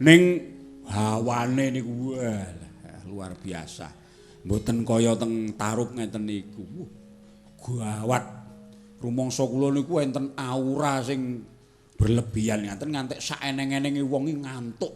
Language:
Javanese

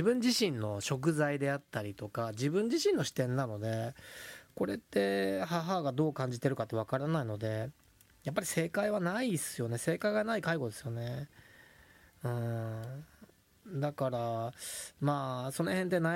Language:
Japanese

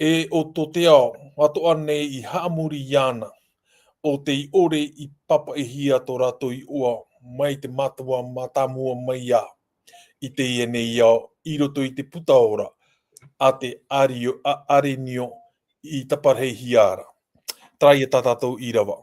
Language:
Tahitian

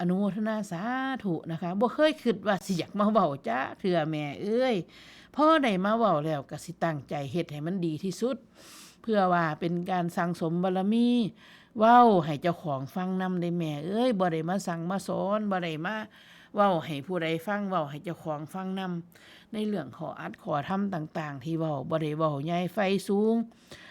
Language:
Northeastern Thai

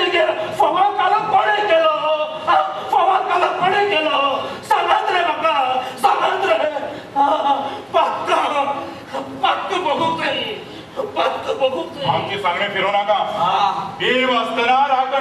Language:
Konkani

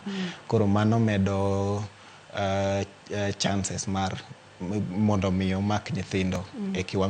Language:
Luo (Kenya and Tanzania)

